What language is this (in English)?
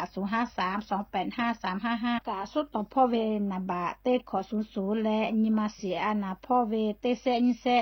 Lahu